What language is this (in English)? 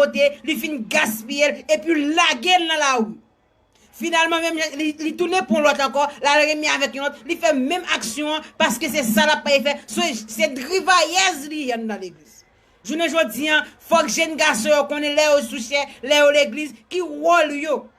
Haitian Creole